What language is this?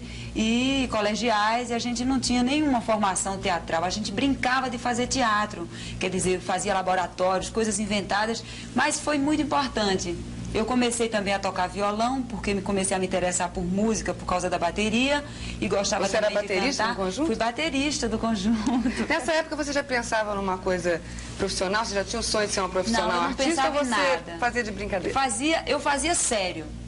Portuguese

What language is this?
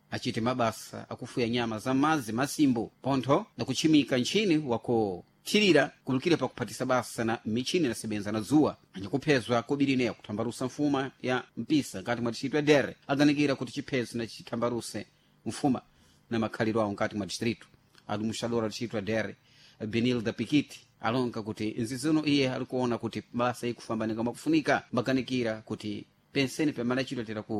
Sena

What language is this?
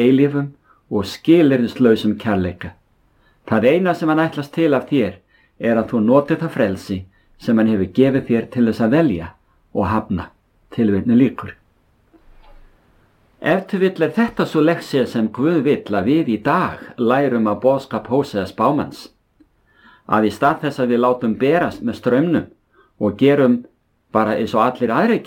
Icelandic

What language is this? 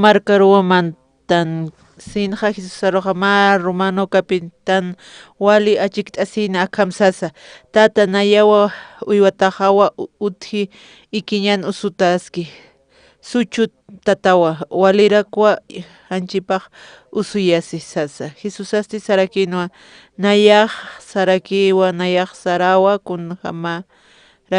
Aymara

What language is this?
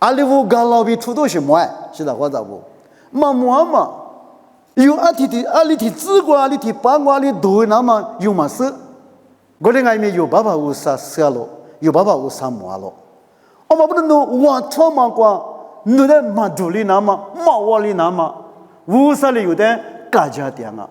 Lisu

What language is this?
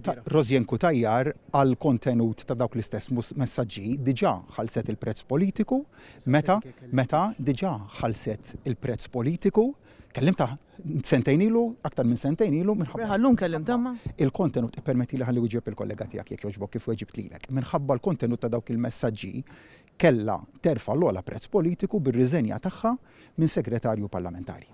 Maltese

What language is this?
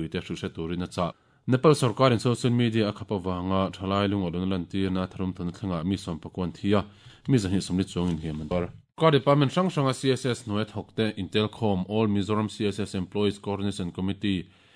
Mizo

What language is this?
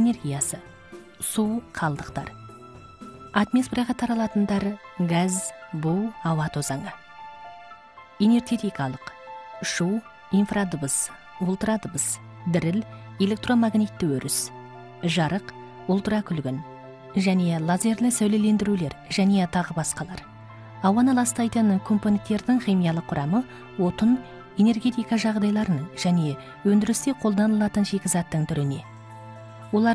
Kazakh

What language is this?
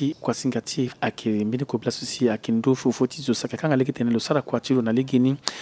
Sango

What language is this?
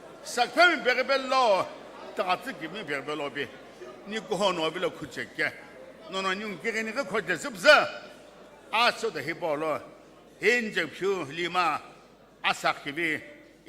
Sumi Naga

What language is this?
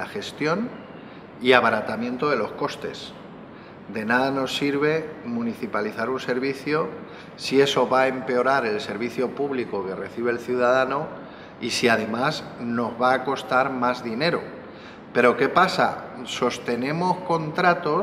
Spanish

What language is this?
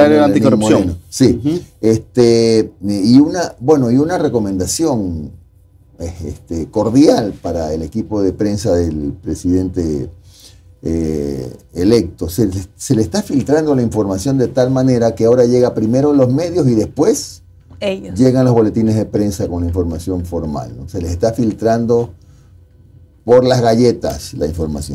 Spanish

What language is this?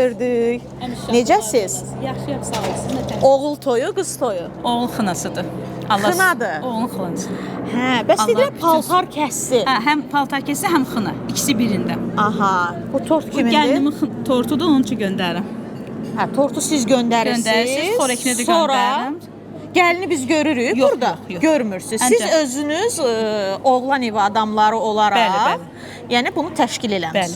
Azerbaijani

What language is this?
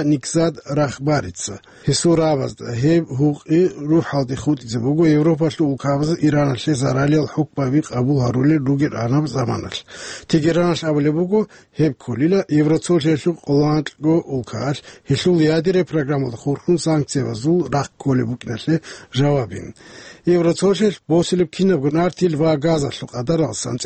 Avaric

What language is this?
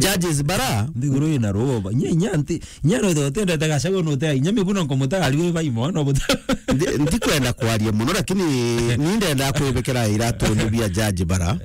Meru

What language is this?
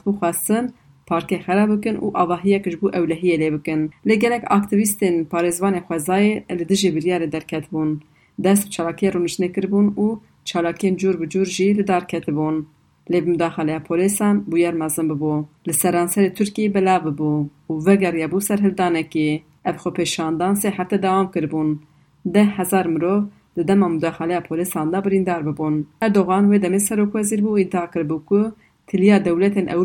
Kurdish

